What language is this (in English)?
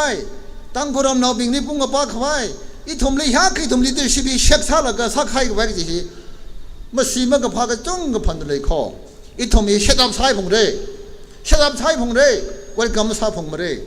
Tangkhul Naga (India)